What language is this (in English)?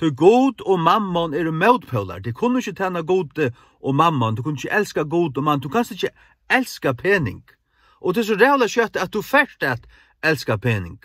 Faroese